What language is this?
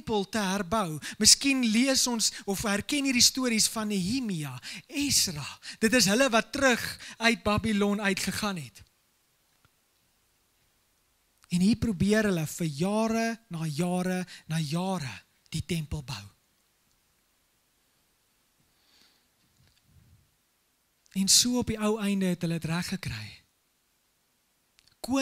Afrikaans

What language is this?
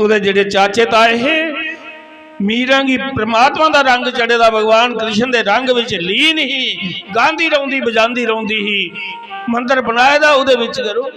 Dogri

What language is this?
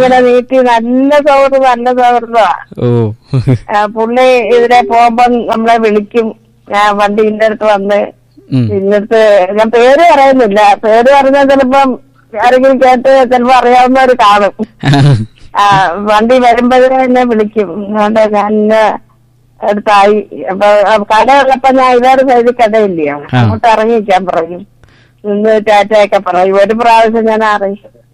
Malayalam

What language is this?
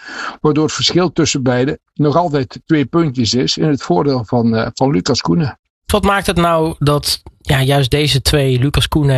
Dutch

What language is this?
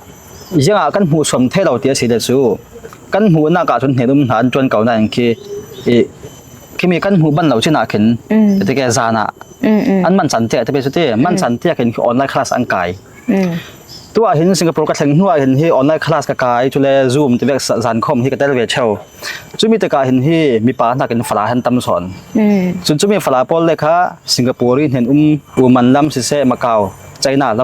Falam Chin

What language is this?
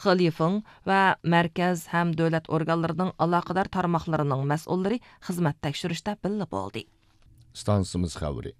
Uyghur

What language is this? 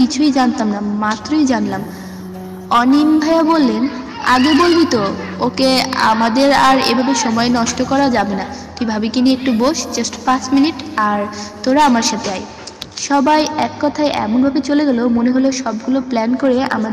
Bangla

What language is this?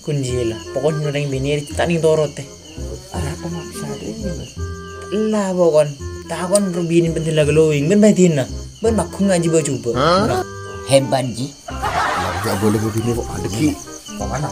Madurese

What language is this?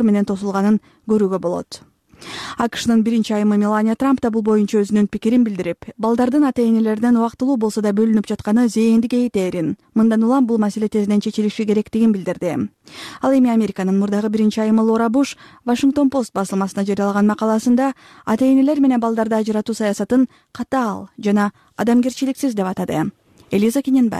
Kyrgyz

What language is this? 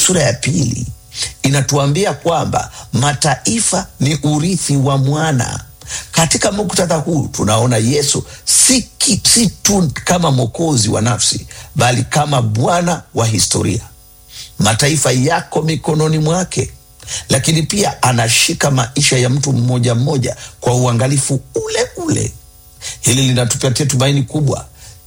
Swahili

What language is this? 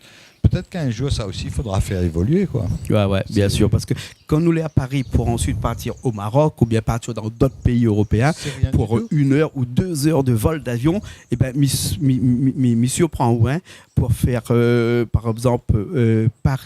Réunion Creole French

